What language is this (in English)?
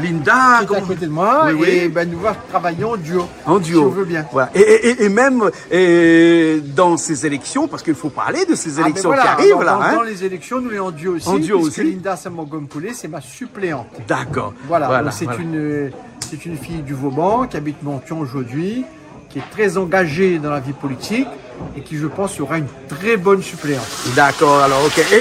Réunion Creole French